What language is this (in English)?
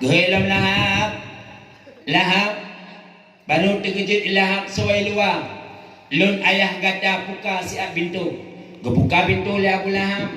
Achinese